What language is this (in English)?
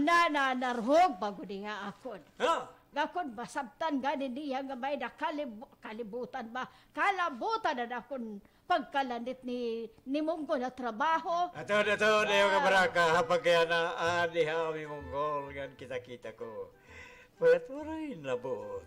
Waray